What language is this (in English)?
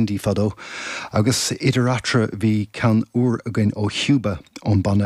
Irish